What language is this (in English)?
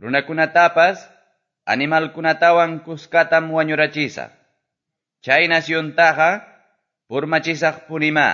Quechua